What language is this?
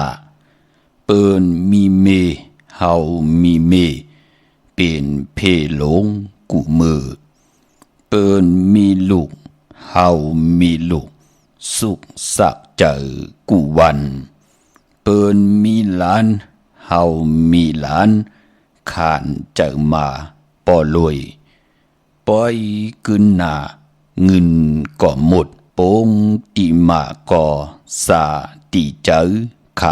Shan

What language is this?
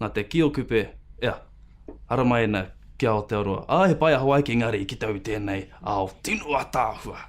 Māori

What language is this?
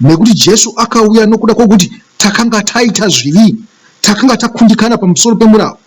Shona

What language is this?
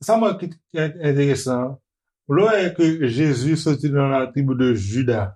Haitian Creole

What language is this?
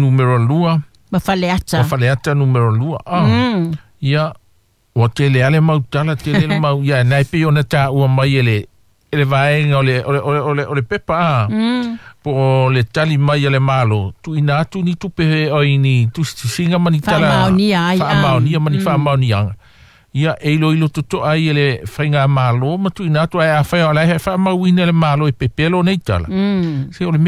Samoan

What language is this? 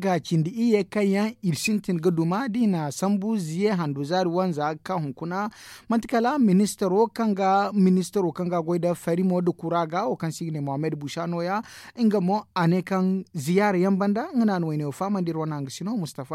Zarma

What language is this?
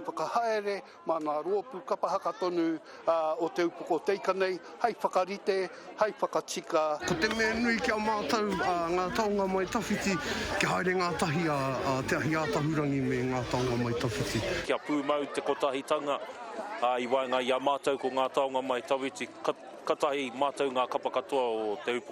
Māori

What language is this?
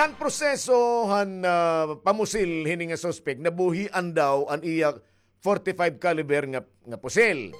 Waray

